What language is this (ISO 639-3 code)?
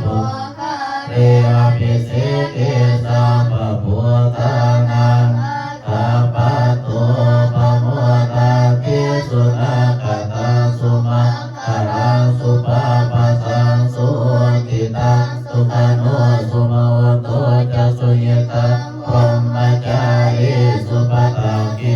pli